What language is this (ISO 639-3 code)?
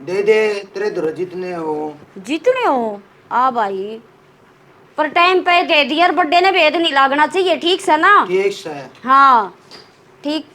bgc